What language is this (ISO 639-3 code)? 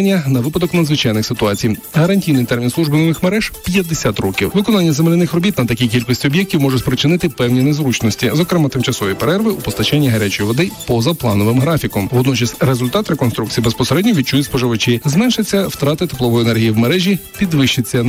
ukr